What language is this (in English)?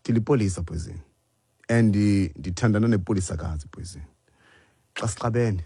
Xhosa